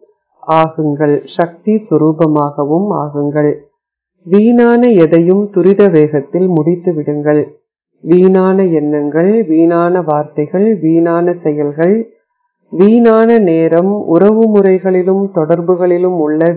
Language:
Tamil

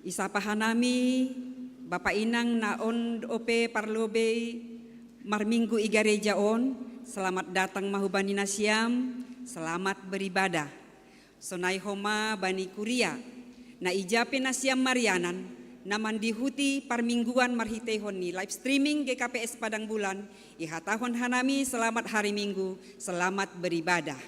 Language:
Batak Simalungun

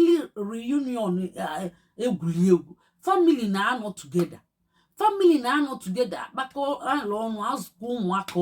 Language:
Igbo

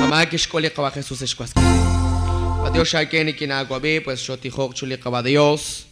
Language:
Kekchí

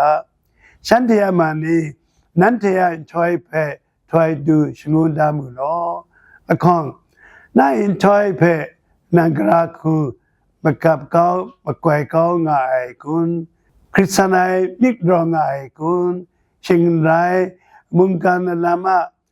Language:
Kachin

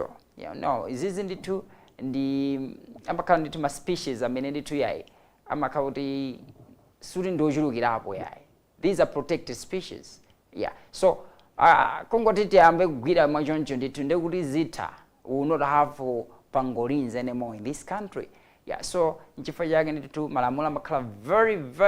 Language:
Nyanja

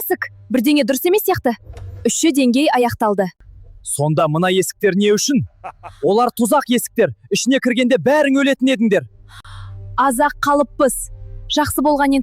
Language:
Kazakh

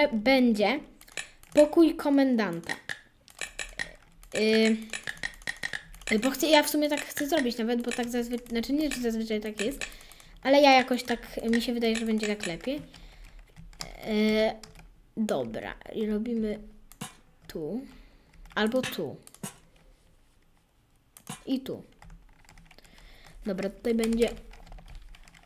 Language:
Polish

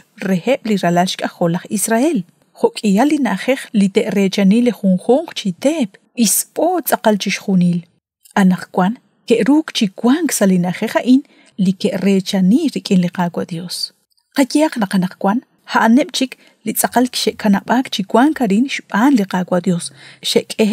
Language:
Kekchí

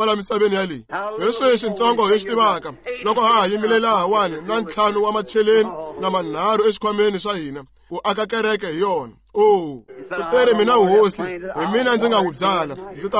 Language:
Tsonga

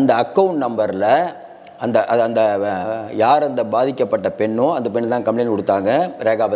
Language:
Tamil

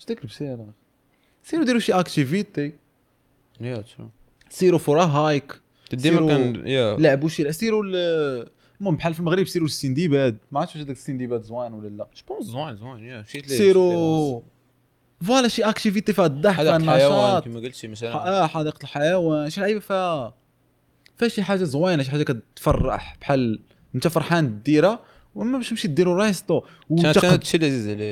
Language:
Moroccan Arabic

